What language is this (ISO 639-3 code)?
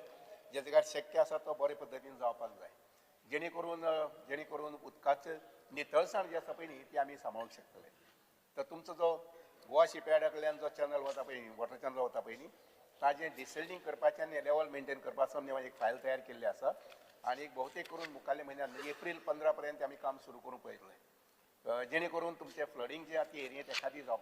kok